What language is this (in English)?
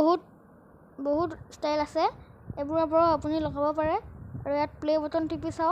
Assamese